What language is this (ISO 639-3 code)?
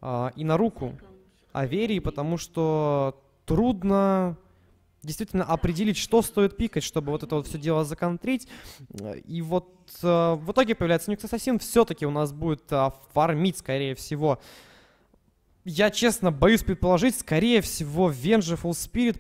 rus